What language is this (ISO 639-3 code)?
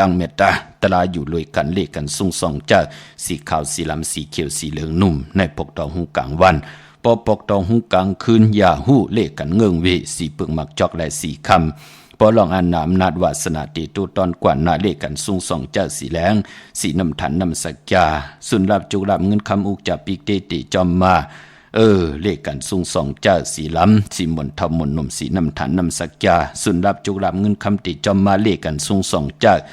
shn